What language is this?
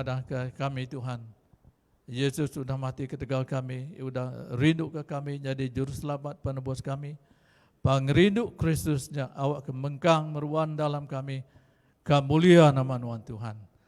Iban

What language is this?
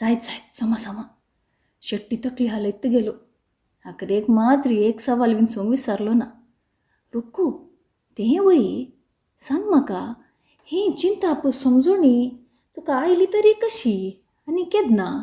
Konkani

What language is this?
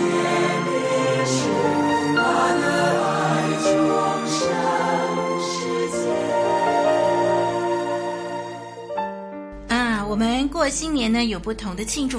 Chinese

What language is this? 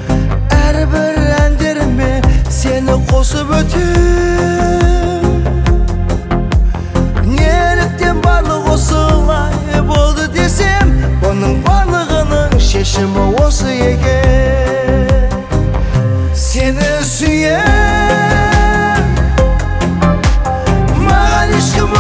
Kazakh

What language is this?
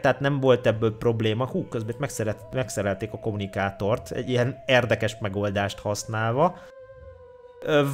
Hungarian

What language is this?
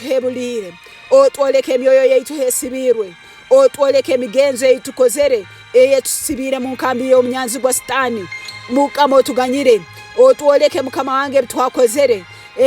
Tooro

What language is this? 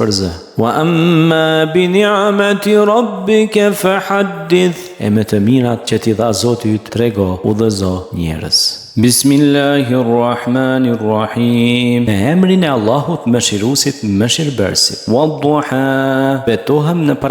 Albanian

